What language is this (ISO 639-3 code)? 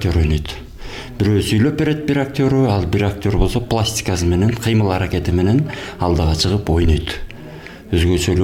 kir